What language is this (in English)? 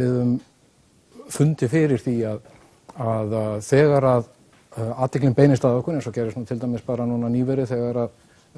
Icelandic